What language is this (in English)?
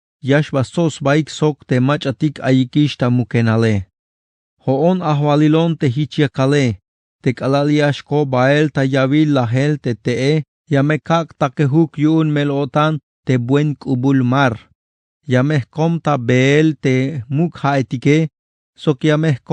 Tzeltal